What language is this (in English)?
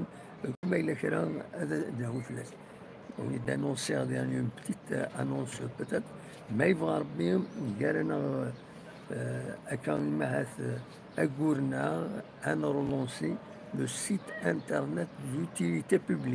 Kabyle